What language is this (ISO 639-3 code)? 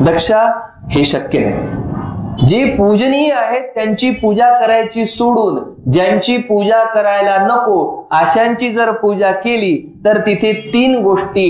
mar